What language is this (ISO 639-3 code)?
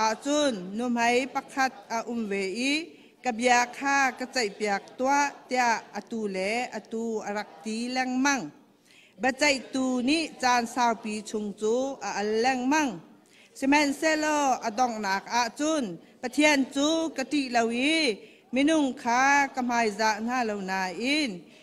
cnh